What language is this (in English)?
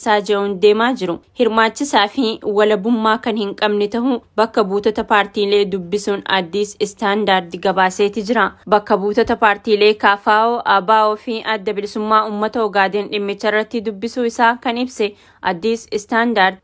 Oromo